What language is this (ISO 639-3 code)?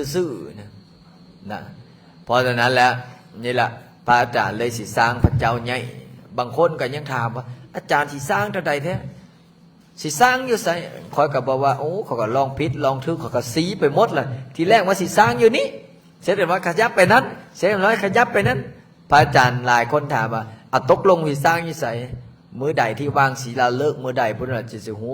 lao